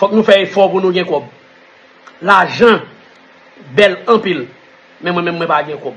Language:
Haitian Creole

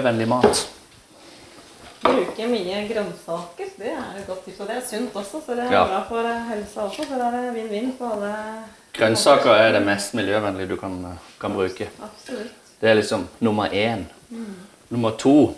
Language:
Norwegian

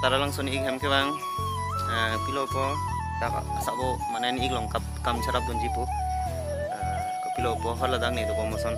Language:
Karbi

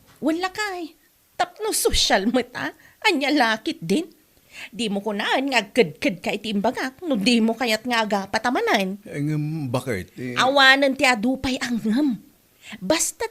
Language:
Iloko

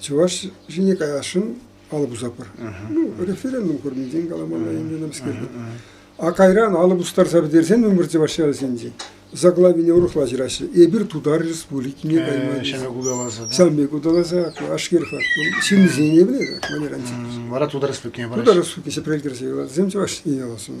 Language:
Chuvash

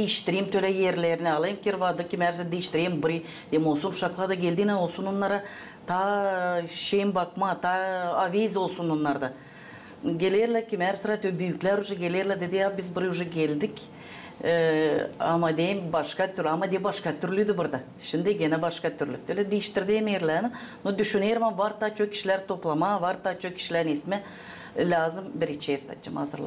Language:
Gagauz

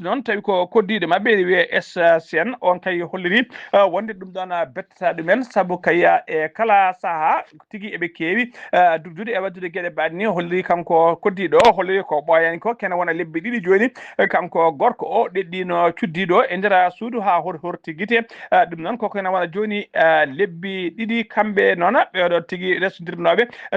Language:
Fula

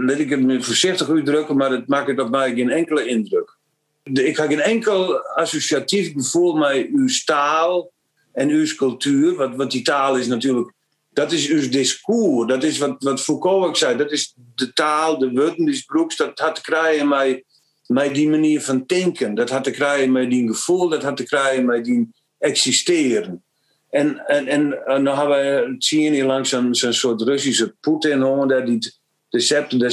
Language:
Western Frisian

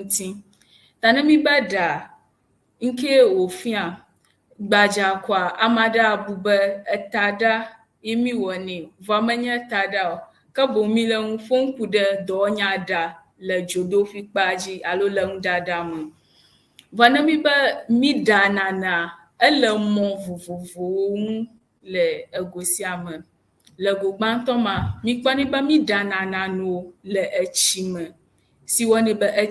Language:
Ewe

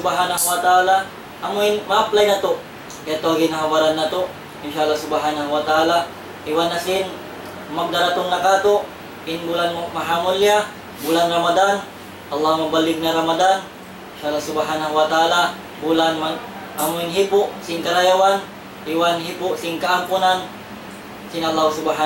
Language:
Tausug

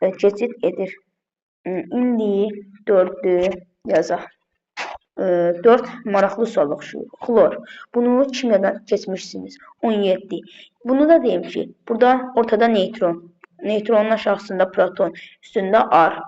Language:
Azerbaijani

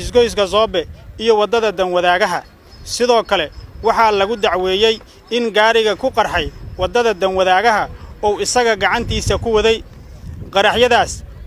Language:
Somali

